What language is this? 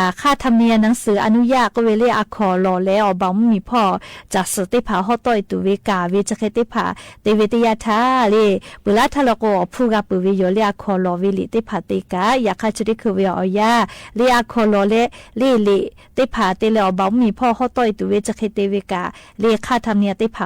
Lahu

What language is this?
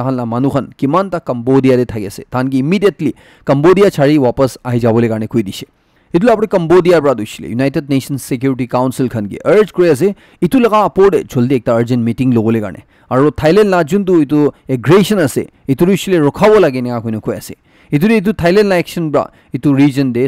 Naga Pidgin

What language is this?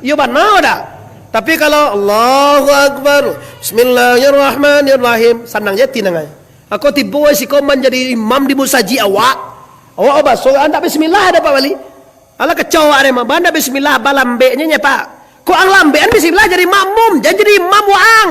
Minangkabau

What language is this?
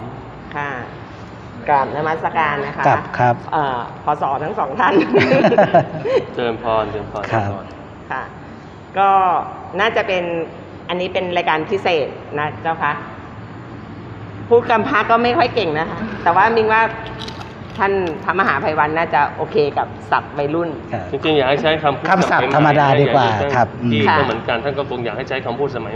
Thai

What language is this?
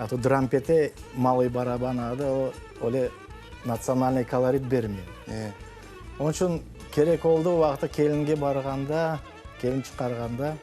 Crimean Tatar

